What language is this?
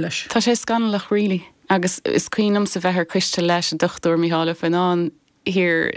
Irish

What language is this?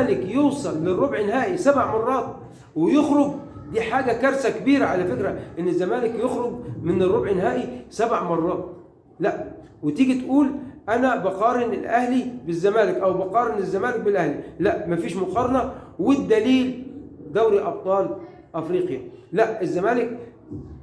Egyptian Arabic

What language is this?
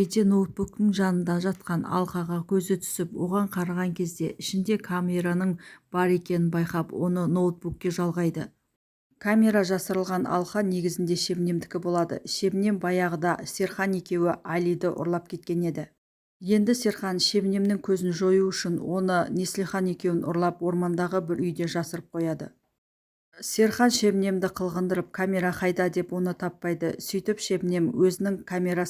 Kazakh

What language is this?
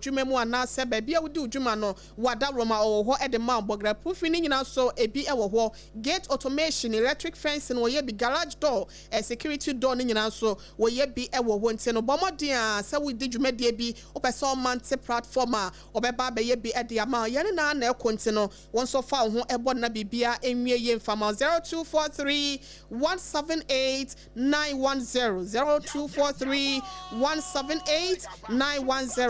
Akan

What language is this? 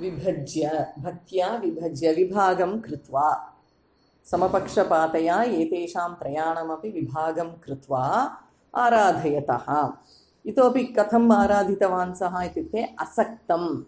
Sanskrit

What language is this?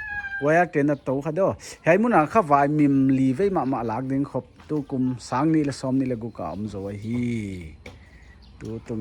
Paite Chin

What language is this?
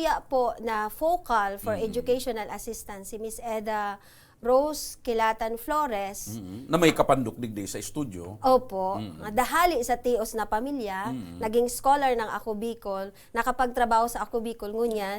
Bikol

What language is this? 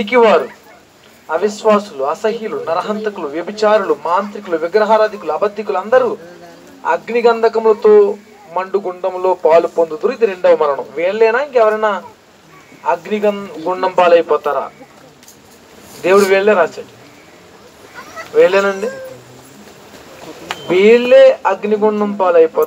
Telugu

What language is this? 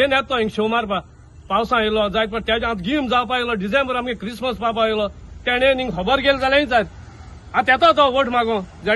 Konkani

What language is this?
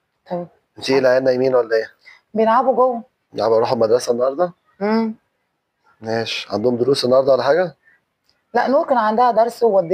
Egyptian Arabic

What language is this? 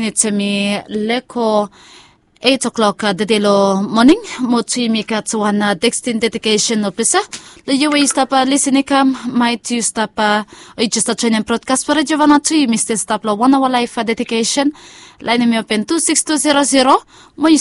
Bislama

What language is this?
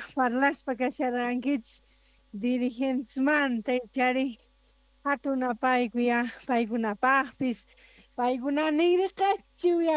Quechua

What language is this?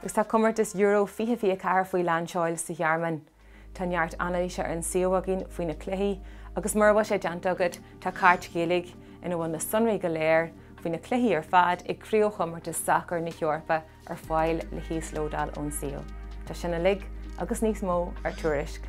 Irish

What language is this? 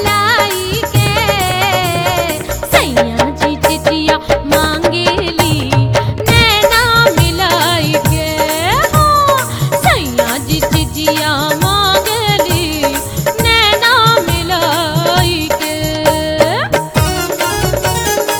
Bhojpuri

